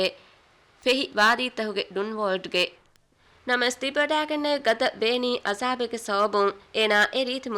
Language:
Divehi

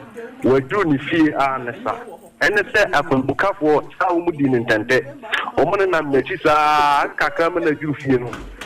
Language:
Akan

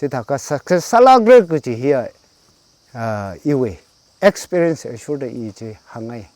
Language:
Tangkhul Naga (India)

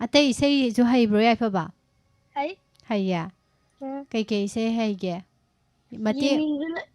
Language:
Manipuri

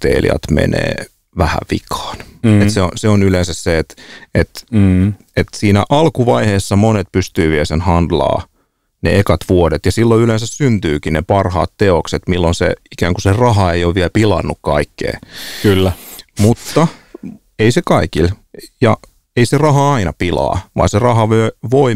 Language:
Finnish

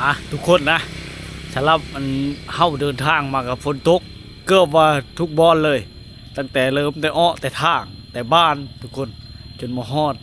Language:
Lao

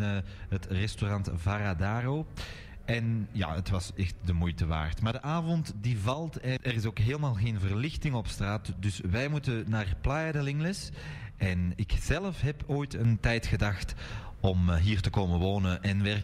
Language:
Dutch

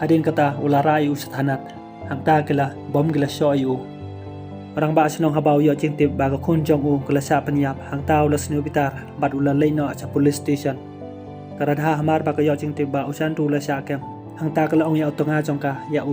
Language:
Khasi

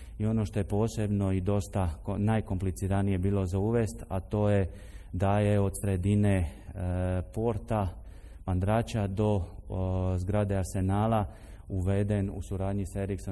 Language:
Croatian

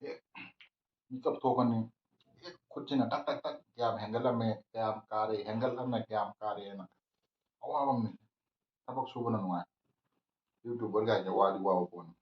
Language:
Manipuri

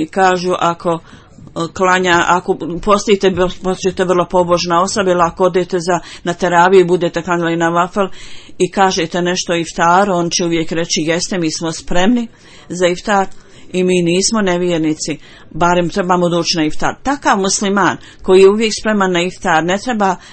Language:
Bosnian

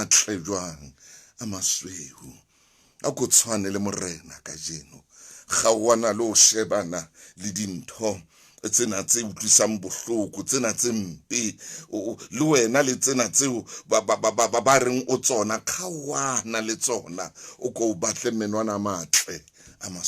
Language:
Southern Sotho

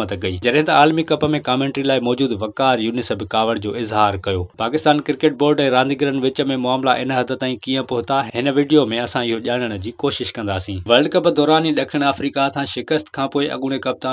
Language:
Sindhi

